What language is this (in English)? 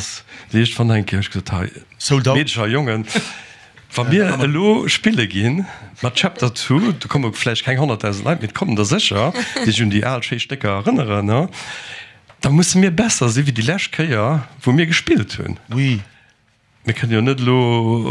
Luxembourgish